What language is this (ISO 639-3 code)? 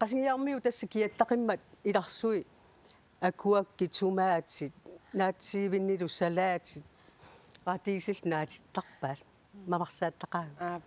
kal